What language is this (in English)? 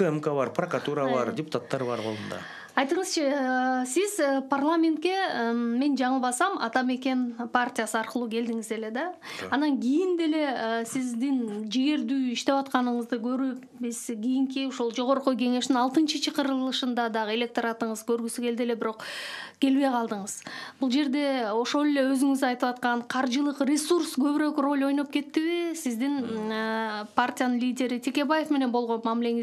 Kyrgyz